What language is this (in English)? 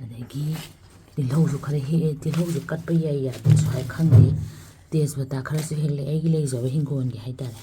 Manipuri